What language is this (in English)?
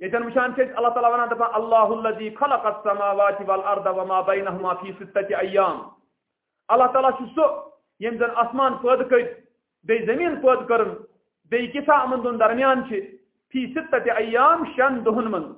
Kashmiri